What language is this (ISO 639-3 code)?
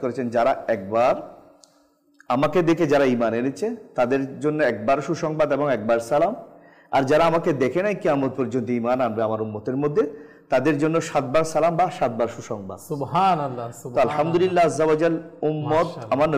ben